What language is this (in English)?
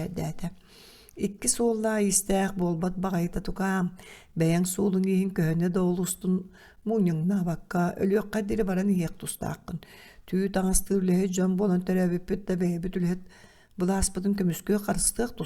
Yakut